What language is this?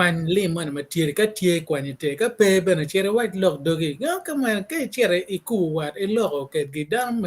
Acoli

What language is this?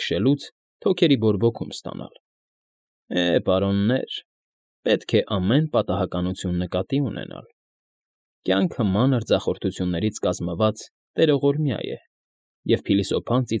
Armenian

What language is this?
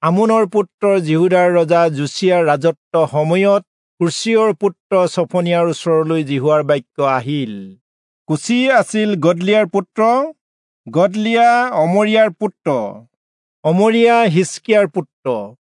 Assamese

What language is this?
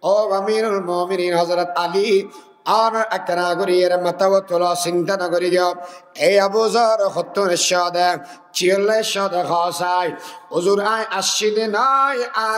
Rohingya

